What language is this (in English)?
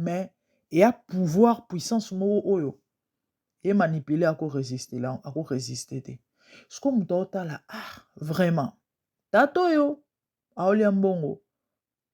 Lingala